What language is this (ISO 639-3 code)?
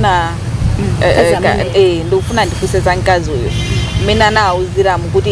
nya